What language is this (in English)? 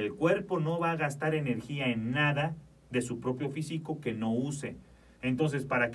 Spanish